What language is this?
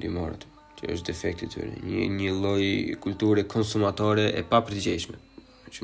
Albanian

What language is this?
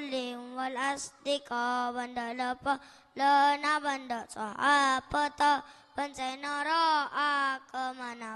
Madurese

